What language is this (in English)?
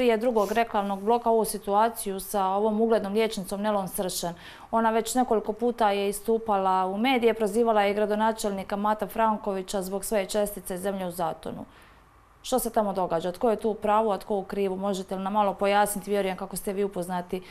Croatian